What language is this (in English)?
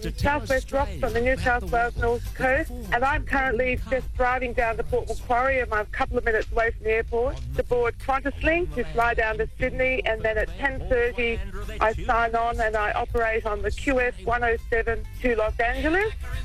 English